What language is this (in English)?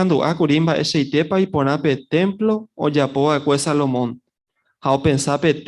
Guarani